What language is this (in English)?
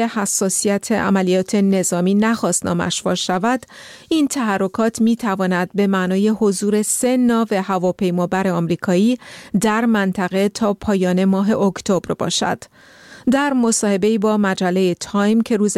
Persian